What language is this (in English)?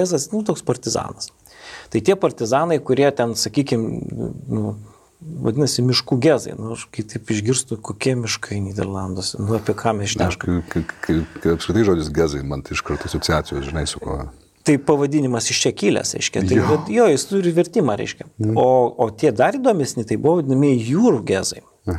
Lithuanian